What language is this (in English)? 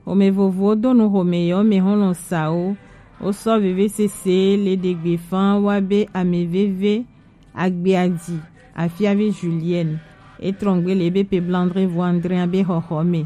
Gen